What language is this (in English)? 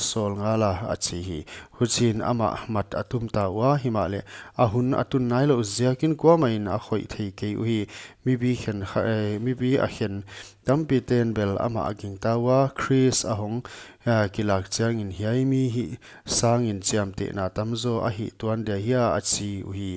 Paite Chin